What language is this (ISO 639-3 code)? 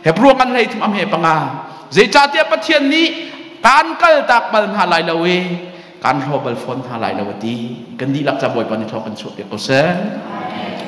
cnh